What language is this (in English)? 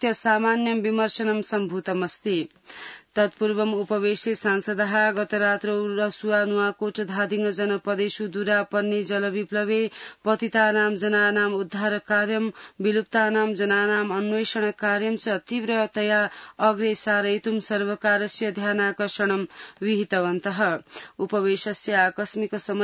Sanskrit